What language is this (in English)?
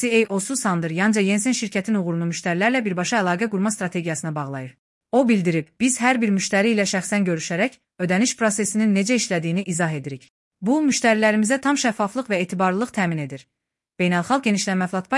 Azerbaijani